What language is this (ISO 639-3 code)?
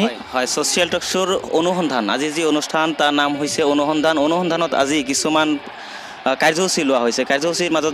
asm